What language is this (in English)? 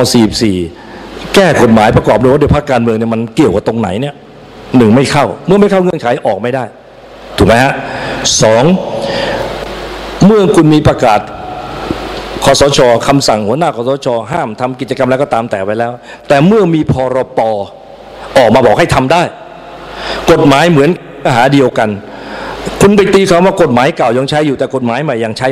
Thai